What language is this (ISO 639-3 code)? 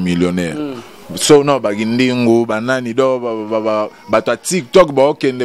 lin